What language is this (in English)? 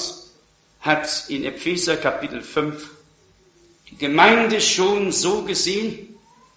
German